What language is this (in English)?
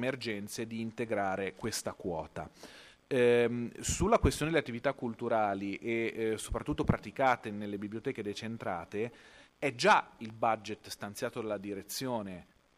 Italian